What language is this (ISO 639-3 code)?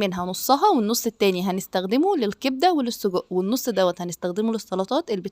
arz